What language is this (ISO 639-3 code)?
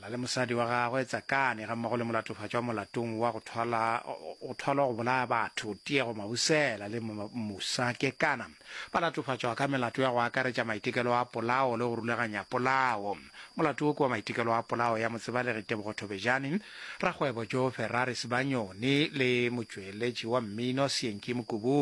nso